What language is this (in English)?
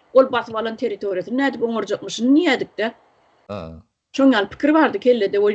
Turkmen